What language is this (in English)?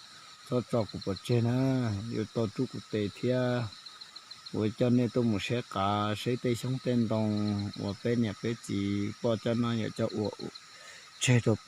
Hmong